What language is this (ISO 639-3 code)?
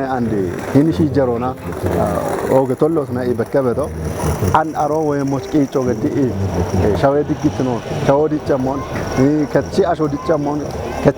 kbr